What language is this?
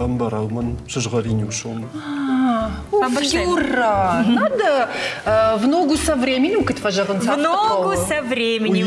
Ossetic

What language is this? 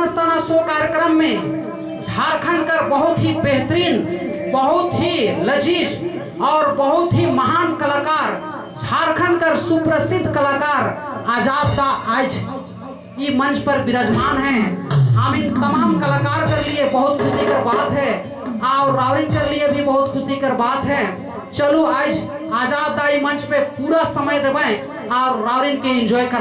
Sadri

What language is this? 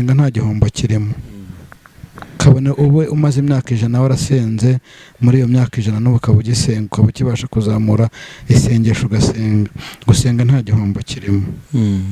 Kinyarwanda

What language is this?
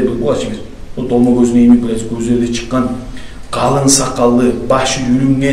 Kumyk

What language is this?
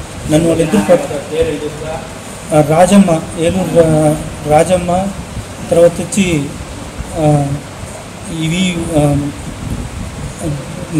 Telugu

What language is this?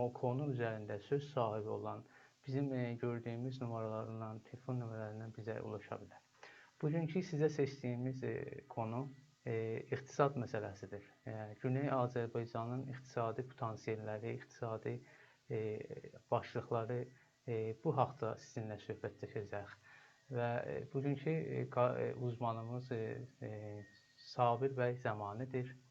South Azerbaijani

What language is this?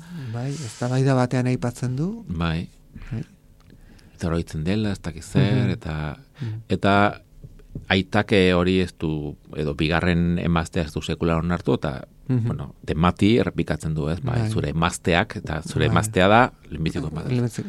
Basque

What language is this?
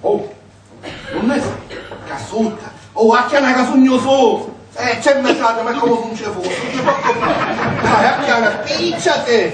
Sicilian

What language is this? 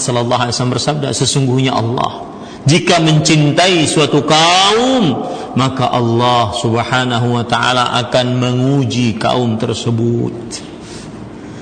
Indonesian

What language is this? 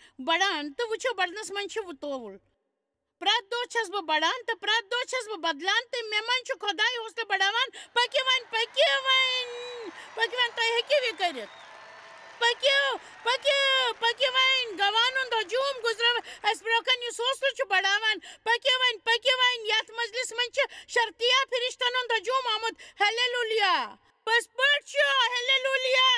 Kashmiri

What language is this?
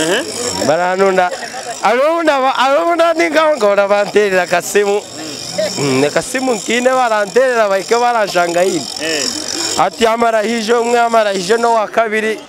Nyoro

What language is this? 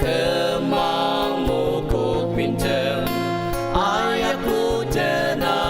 Ao Naga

